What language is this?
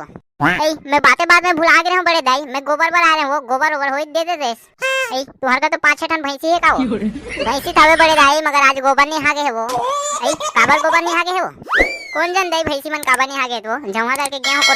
Chhattisgarhi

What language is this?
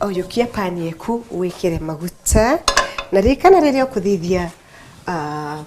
Meru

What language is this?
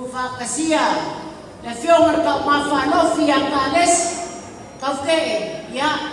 Samoan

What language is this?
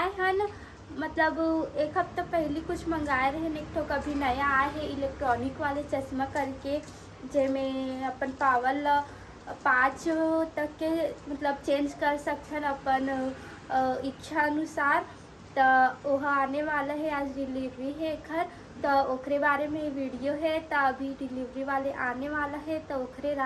Chhattisgarhi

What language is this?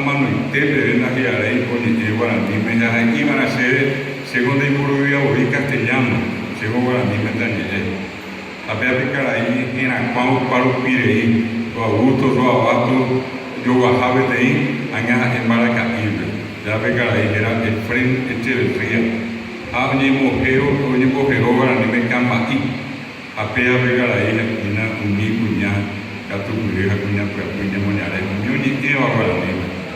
Guarani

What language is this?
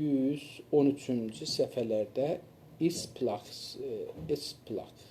South Azerbaijani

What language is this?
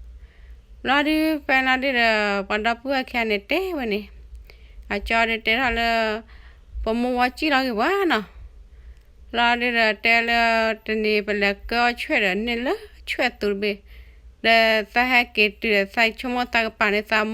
S'gaw Karen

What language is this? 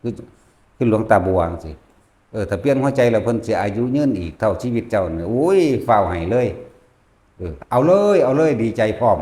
Northeastern Thai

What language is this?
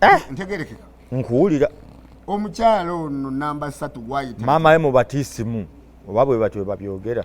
Ganda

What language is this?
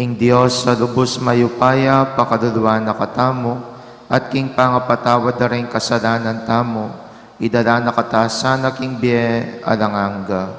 Pampanga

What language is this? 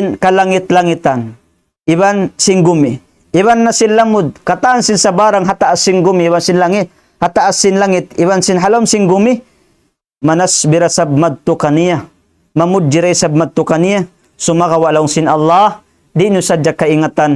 Tausug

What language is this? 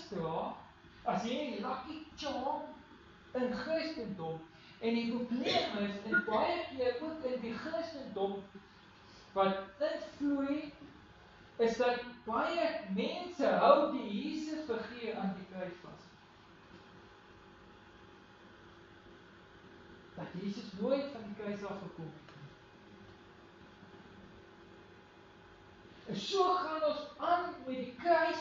Afrikaans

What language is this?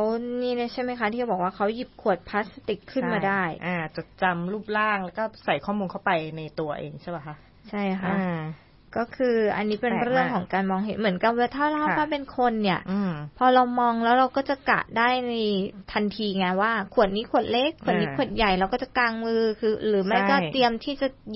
Thai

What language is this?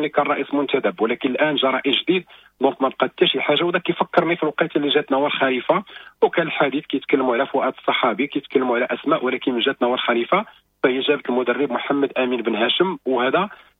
Moroccan Arabic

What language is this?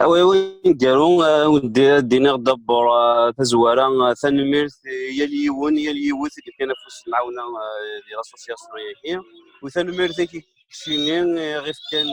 Kabyle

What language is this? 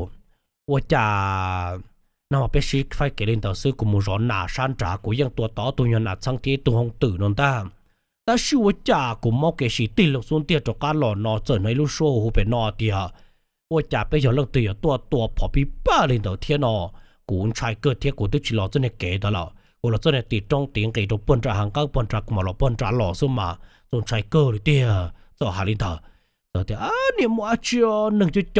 Hmong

